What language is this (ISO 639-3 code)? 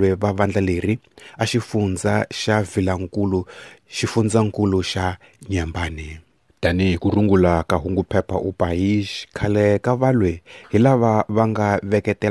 tso